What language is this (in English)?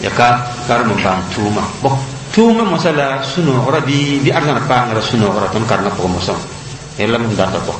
Mossi